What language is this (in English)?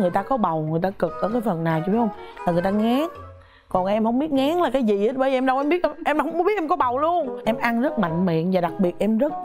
Vietnamese